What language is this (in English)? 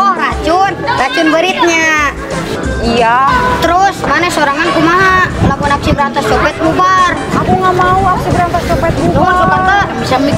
Sundanese